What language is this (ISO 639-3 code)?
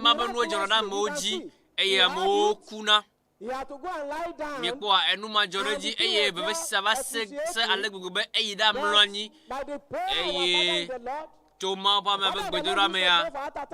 ewe